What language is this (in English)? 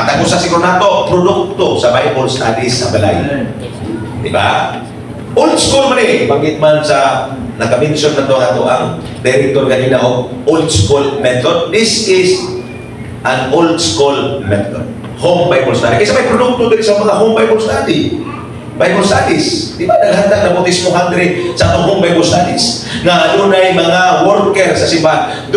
Cebuano